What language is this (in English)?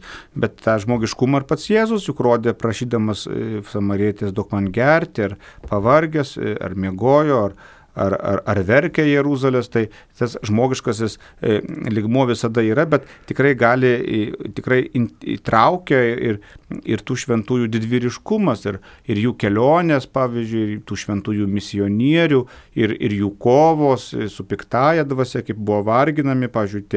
Lithuanian